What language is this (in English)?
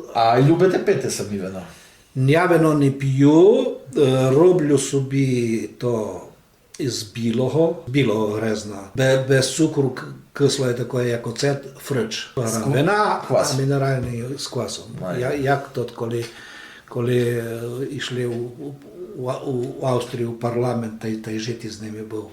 Rusyn